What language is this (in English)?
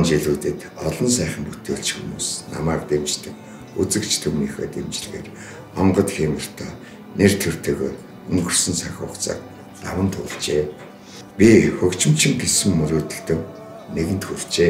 Mongolian